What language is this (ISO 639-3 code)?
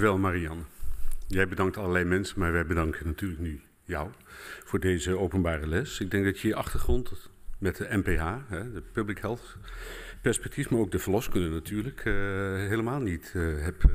nld